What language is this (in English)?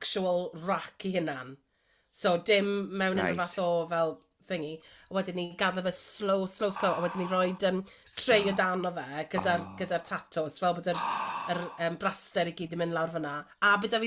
Welsh